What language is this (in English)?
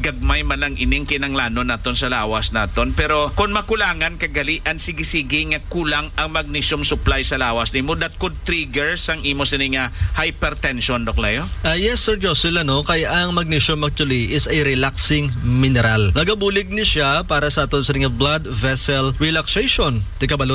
Hiligaynon